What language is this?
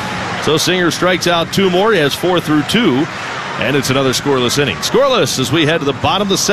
English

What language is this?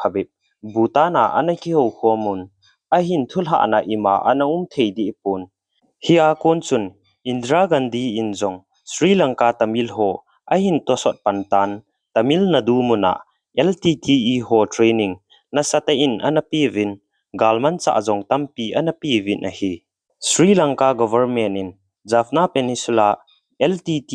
Thado Chin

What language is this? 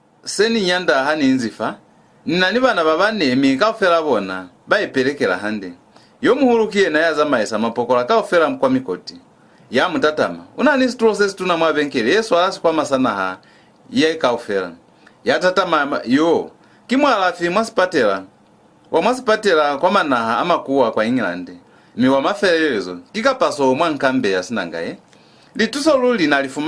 Lozi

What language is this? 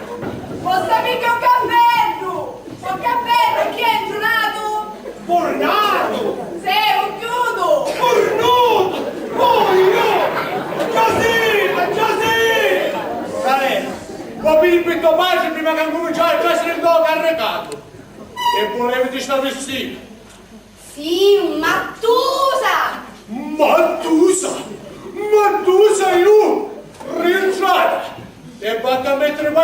Sicilian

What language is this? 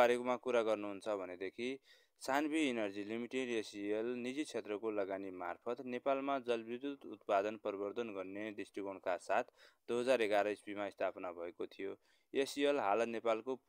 Nepali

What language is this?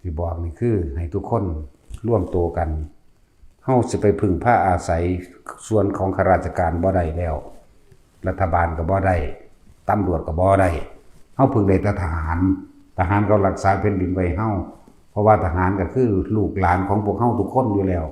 Northeastern Thai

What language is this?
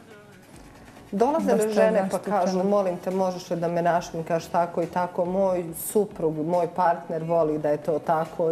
Bosnian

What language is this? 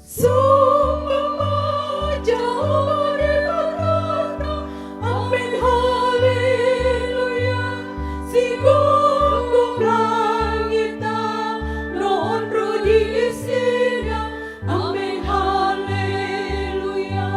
Batak Toba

